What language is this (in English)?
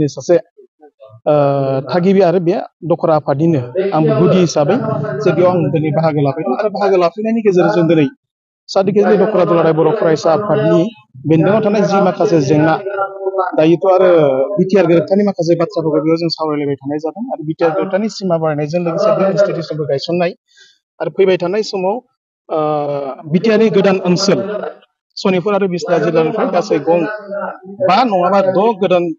Bodo